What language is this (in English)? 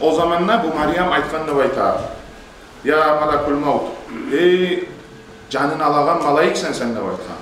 Kumyk